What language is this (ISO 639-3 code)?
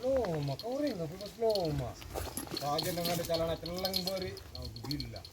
mad